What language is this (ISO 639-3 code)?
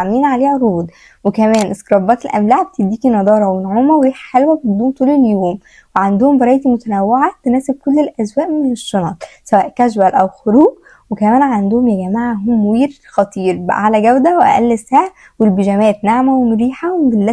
arz